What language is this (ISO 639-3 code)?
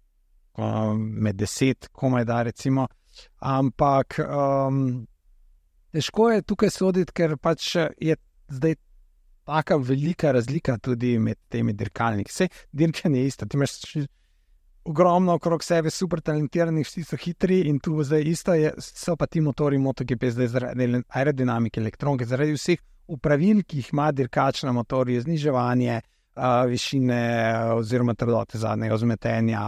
slv